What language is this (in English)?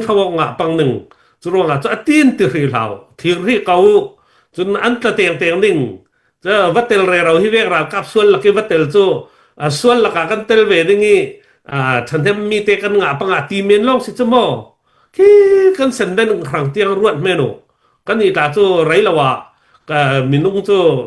Hakha Chin